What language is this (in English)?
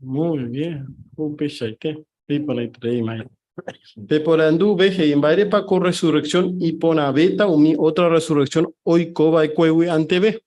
Guarani